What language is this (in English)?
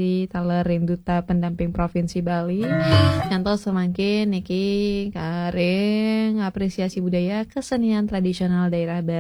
Balinese